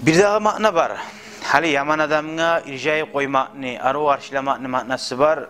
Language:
Kumyk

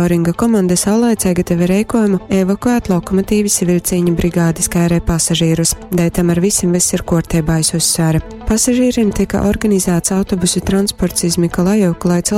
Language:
Latgalian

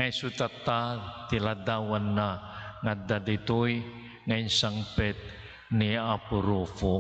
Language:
Iloko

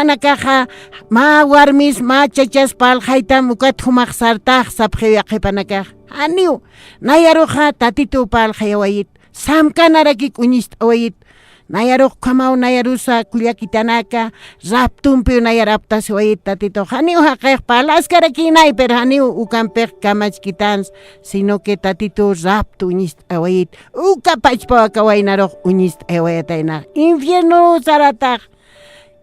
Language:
Aymara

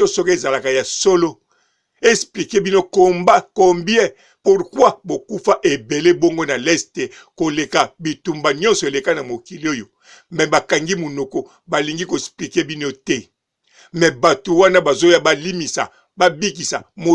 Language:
Lingala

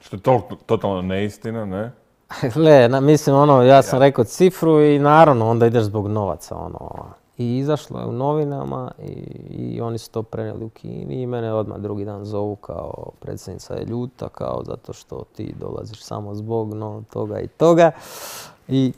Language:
Croatian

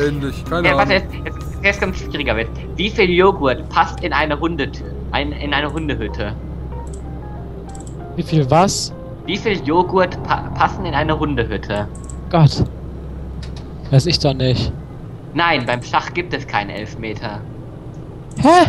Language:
German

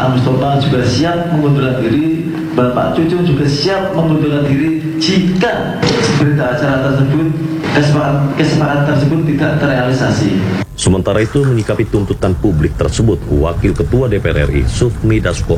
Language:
Indonesian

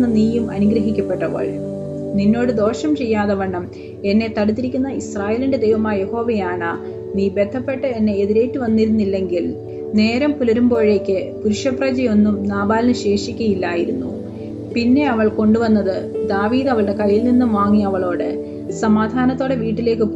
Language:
Malayalam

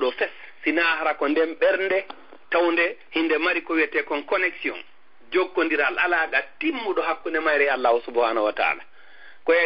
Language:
Fula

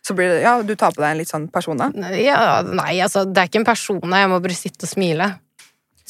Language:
Norwegian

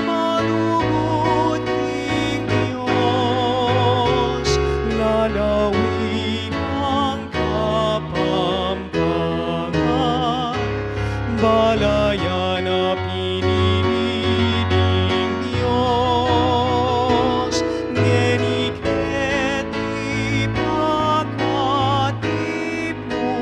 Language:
Pampanga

